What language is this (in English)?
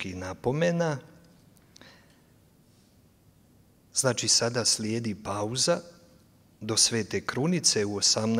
Croatian